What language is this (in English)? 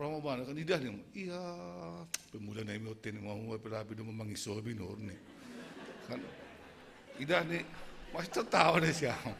Batak Simalungun